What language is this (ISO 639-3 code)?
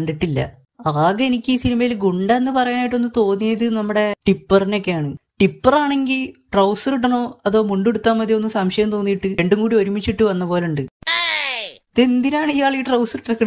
mal